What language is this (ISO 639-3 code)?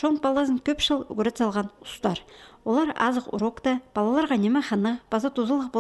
kjh